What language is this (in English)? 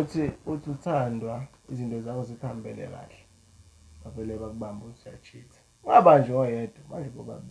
Zulu